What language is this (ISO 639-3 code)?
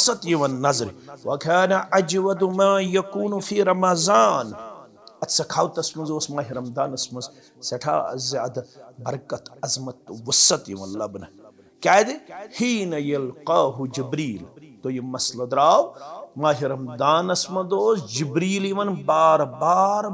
kas